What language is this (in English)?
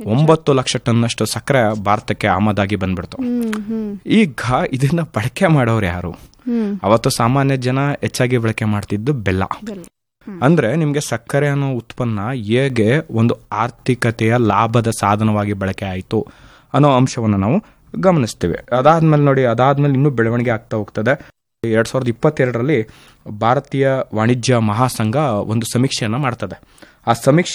Kannada